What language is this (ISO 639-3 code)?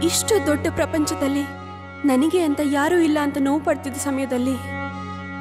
kan